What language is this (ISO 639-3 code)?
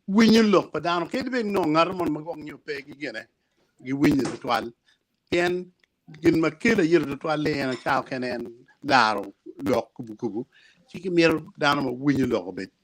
ach